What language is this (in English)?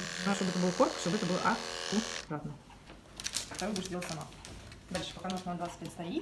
Russian